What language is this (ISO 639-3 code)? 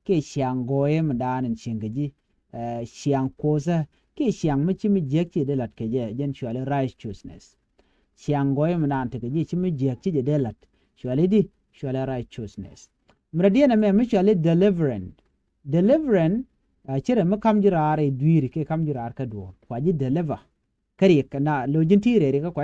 nus